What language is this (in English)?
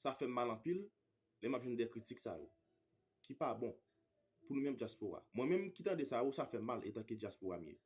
Haitian Creole